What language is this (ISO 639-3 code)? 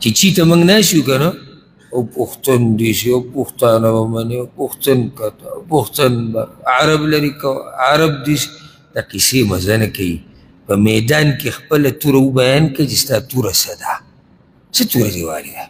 pus